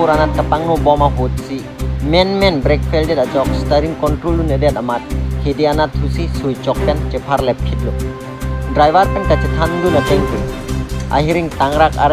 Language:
Karbi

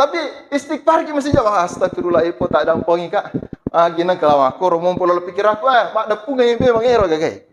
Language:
Buginese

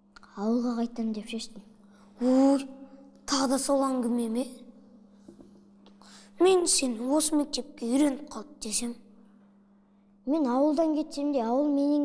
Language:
Kazakh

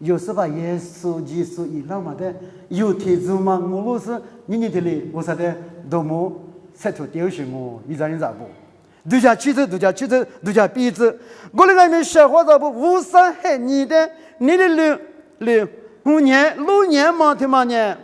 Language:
Lisu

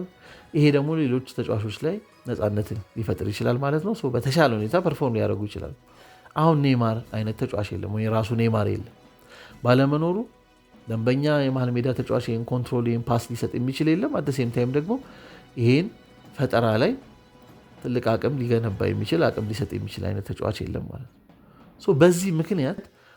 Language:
Amharic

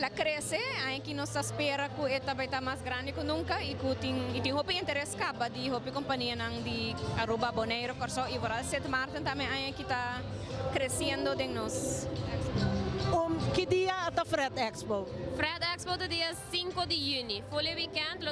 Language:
Papiamento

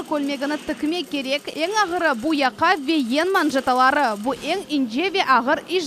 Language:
Crimean Tatar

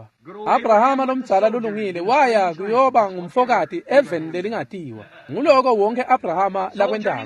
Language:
Swati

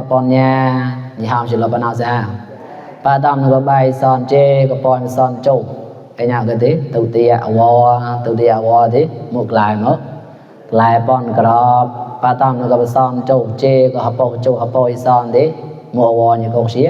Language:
Mon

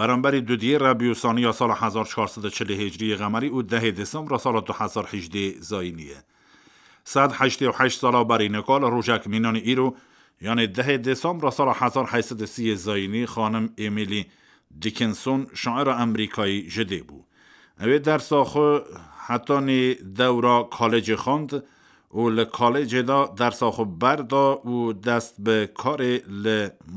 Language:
Kurdish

